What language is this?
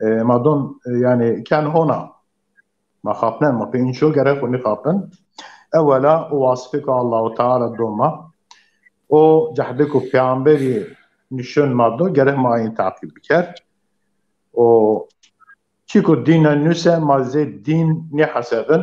Zaza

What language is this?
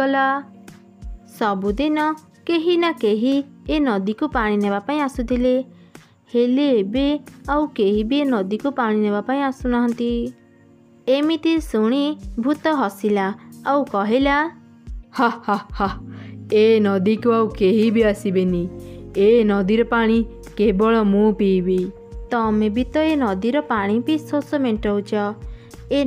Odia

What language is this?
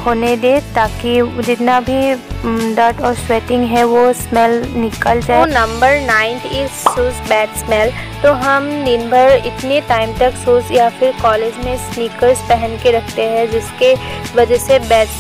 Hindi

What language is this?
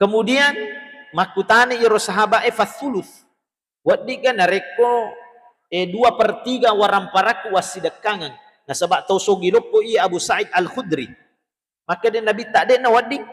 Buginese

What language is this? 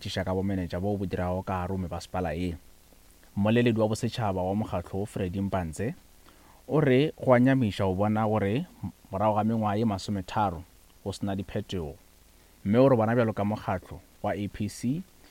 Northern Sotho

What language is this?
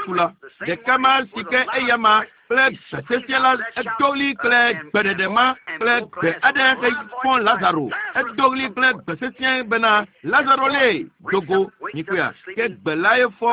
Ewe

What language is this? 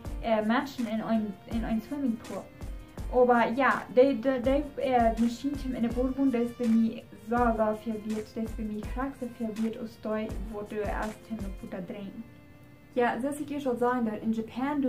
Plautdietsch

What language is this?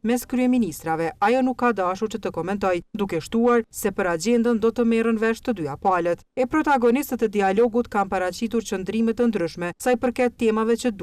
Albanian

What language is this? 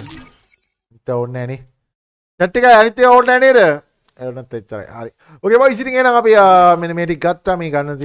Sinhala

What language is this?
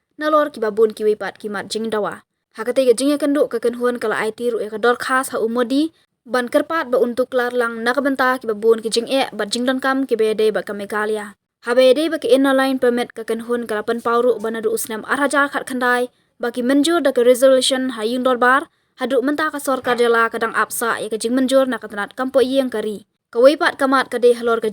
Khasi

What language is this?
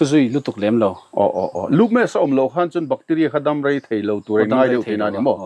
Mizo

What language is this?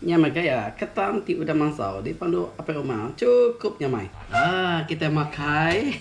Iban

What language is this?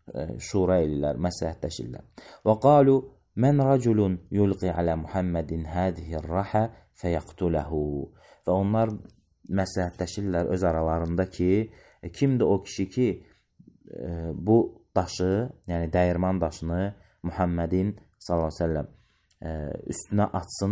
Azerbaijani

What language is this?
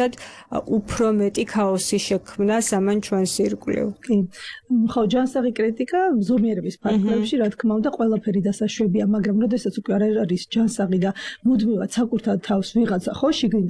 Georgian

